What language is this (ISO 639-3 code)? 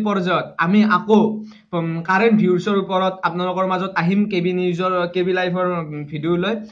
asm